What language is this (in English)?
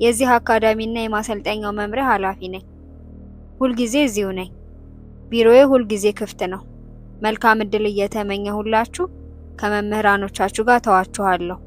Amharic